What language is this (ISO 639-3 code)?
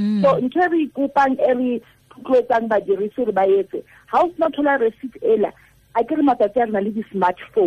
tsn